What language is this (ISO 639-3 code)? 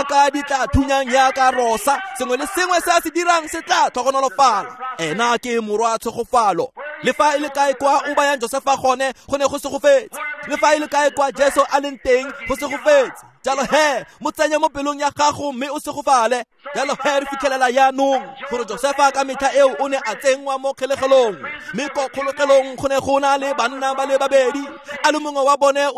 tsn